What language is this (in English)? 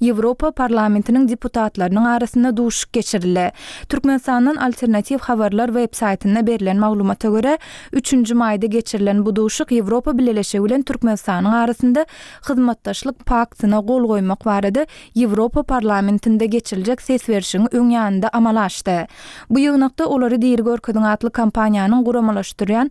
Turkmen